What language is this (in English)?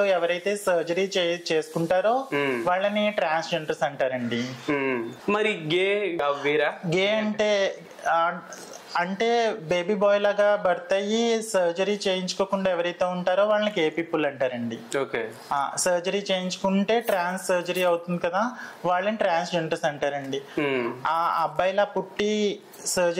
Telugu